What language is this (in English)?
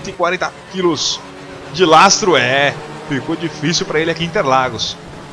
Portuguese